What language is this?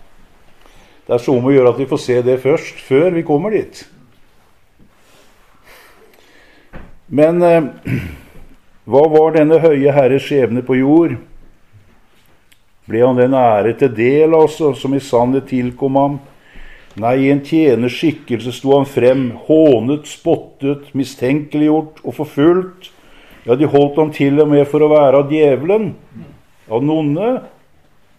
Norwegian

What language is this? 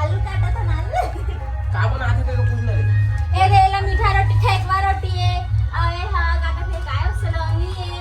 Chhattisgarhi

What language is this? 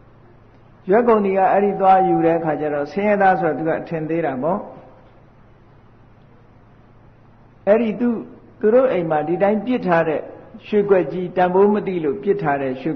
Burmese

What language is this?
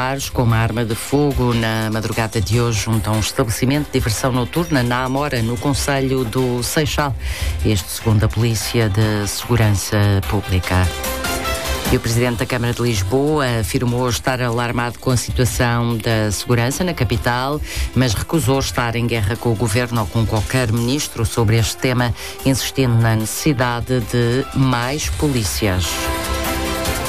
Portuguese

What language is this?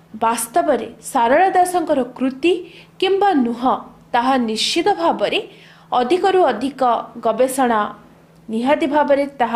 Odia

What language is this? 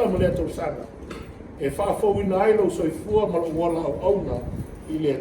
Samoan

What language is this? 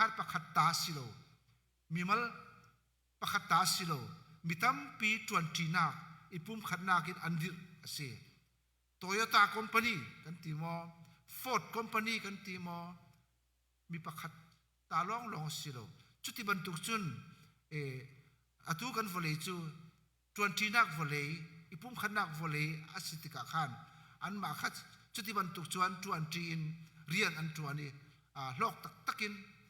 Hakha Chin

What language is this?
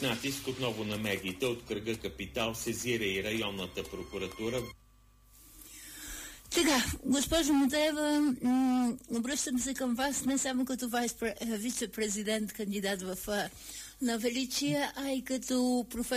Bulgarian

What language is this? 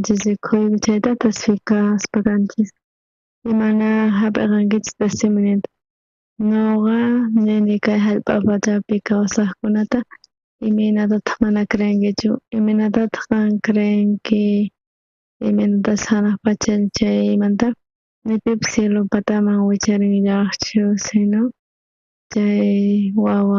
South Bolivian Quechua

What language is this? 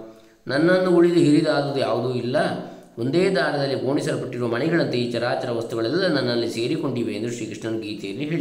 Kannada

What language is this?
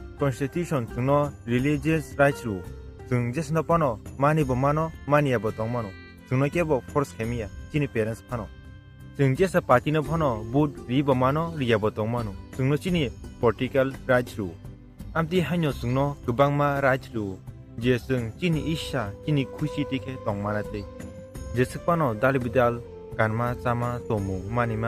Kok Borok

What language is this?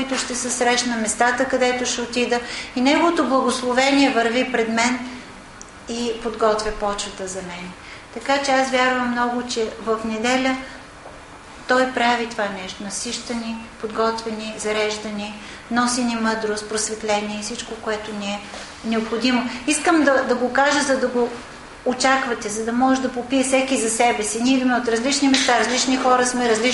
Bulgarian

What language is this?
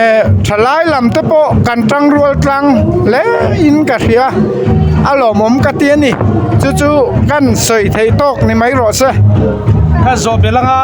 Mizo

